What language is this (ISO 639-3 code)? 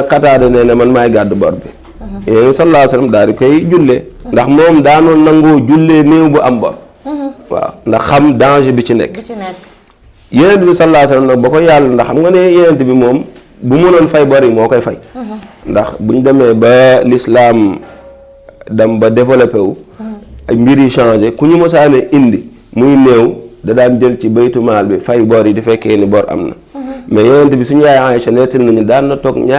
wol